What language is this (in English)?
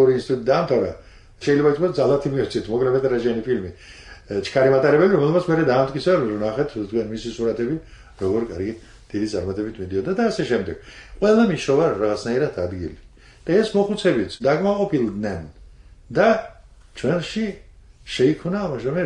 Georgian